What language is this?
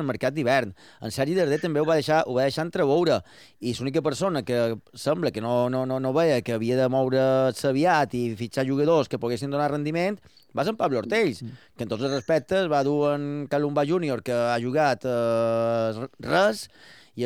Catalan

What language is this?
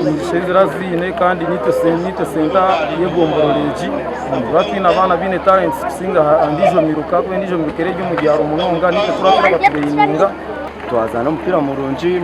Nyankole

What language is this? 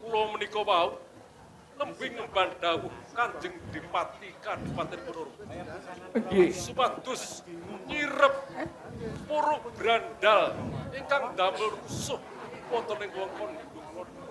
Javanese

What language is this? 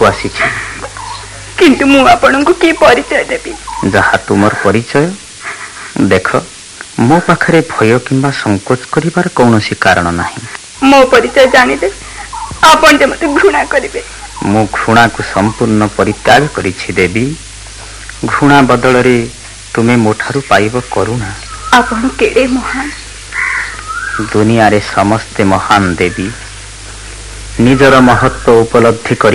Odia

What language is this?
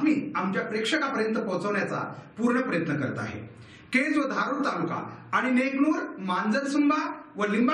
Marathi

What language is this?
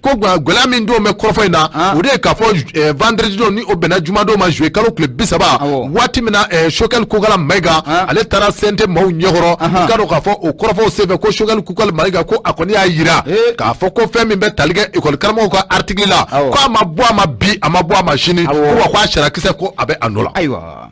Bambara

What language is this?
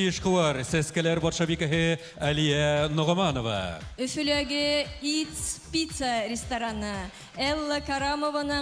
Bashkir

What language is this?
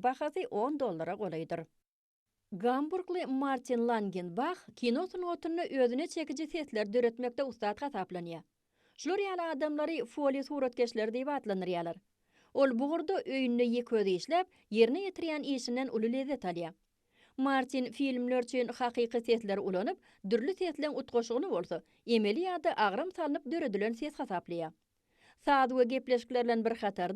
Turkmen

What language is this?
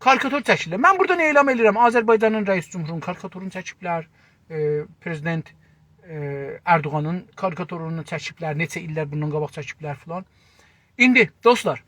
South Azerbaijani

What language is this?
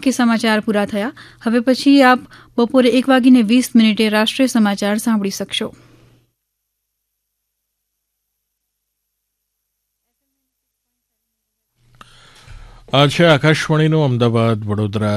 Gujarati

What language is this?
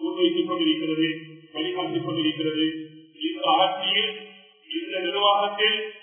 Tamil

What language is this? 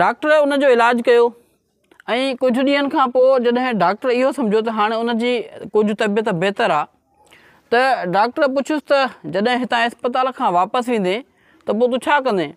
Sindhi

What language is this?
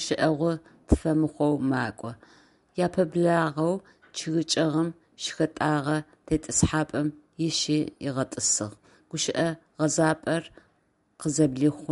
Adyghe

